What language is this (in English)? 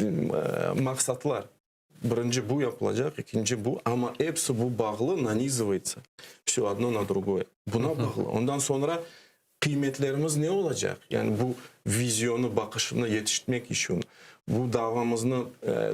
Crimean Tatar